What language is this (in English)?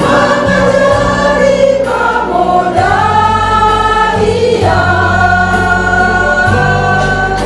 Batak Simalungun